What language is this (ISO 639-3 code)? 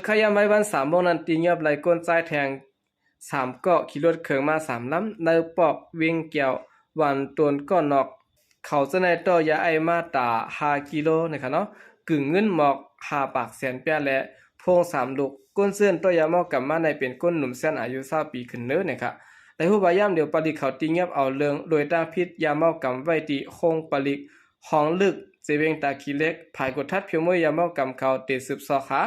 shn